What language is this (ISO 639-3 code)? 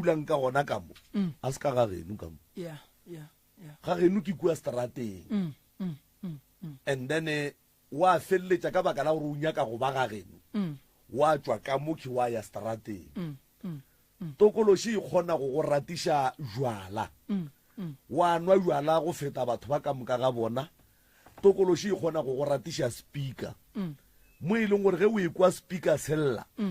nso